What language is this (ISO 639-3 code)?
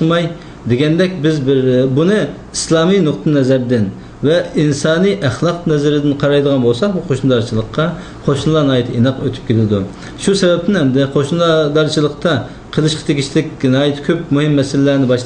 uig